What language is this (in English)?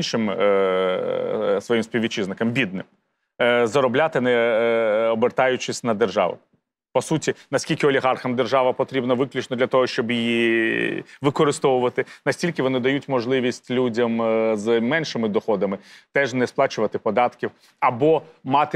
Ukrainian